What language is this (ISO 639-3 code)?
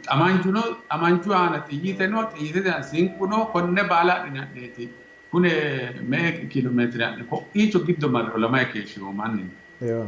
sid